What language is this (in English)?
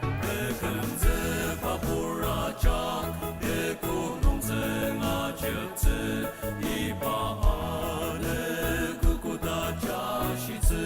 Ao Naga